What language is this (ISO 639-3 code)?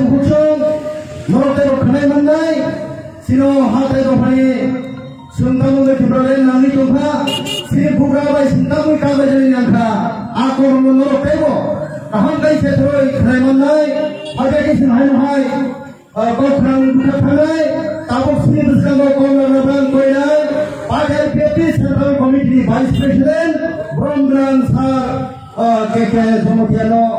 trp